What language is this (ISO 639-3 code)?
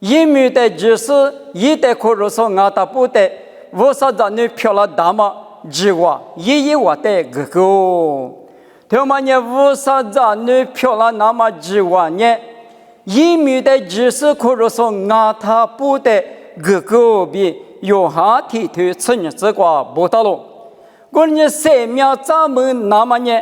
lis